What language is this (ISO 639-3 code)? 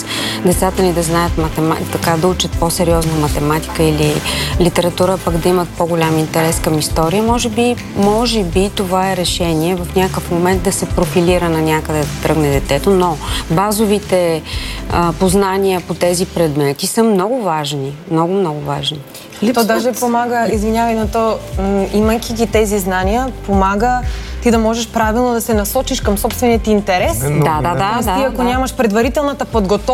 bul